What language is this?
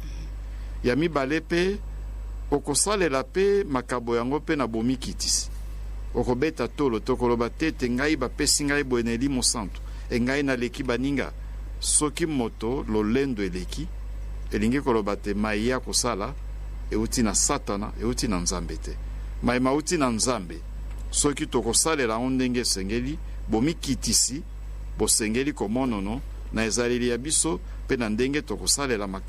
Lingala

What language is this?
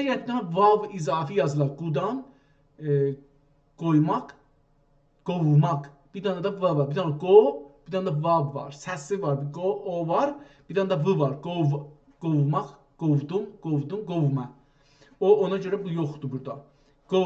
South Azerbaijani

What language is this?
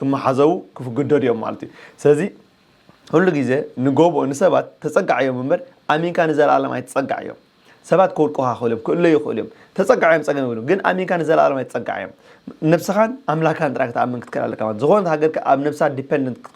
Tigrinya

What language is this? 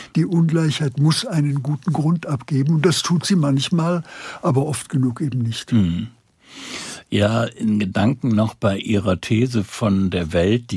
German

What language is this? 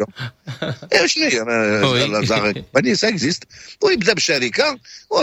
Moroccan Arabic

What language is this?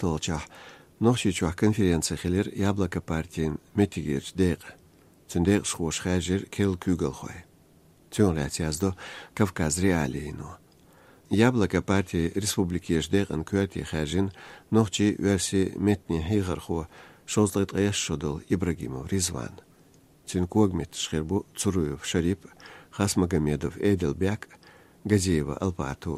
Chechen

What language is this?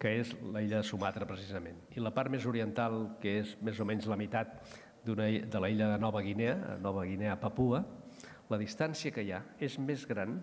Catalan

